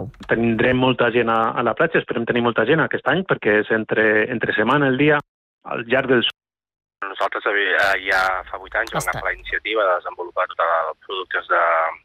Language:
Catalan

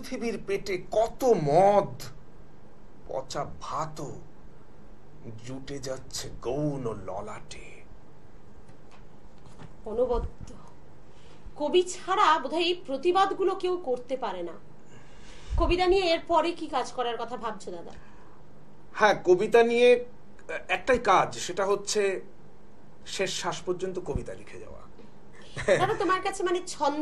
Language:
Bangla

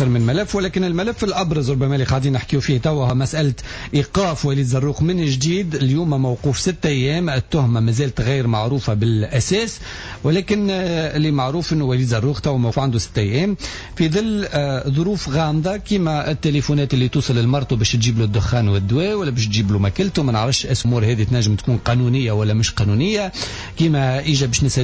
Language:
Tunisian Arabic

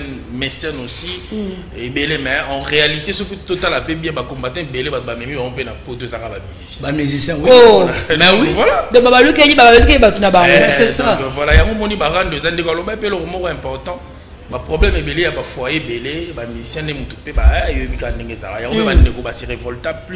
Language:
Lingala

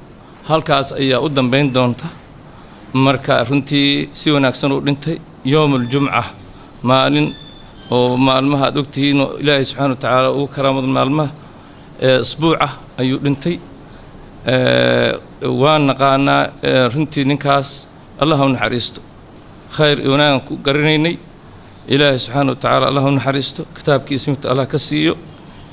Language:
Somali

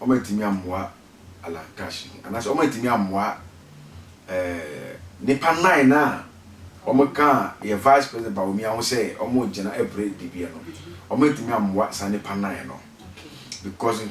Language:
Akan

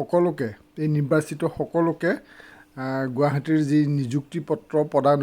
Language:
Assamese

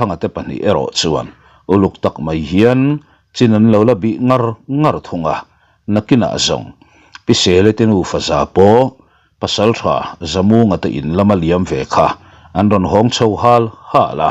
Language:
Mizo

